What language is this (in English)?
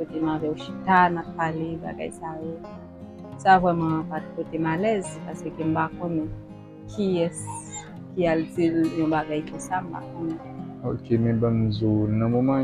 Haitian Creole